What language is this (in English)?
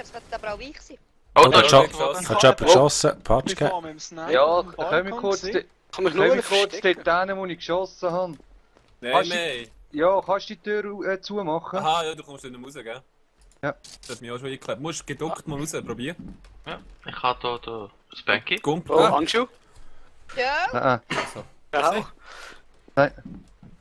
Swiss German